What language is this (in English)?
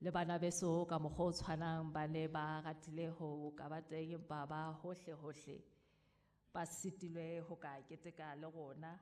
Southern Sotho